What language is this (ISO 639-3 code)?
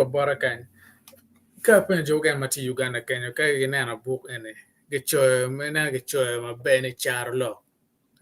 ach